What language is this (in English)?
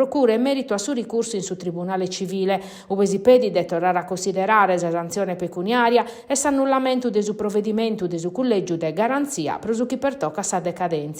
Sardinian